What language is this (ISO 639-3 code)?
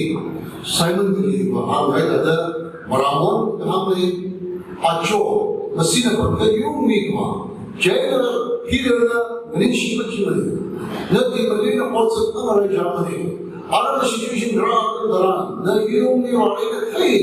nmf